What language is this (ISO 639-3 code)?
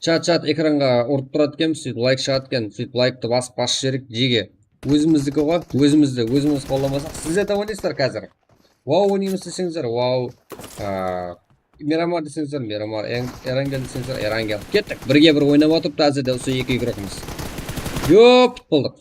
kaa